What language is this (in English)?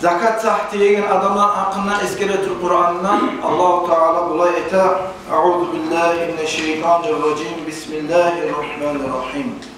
Kumyk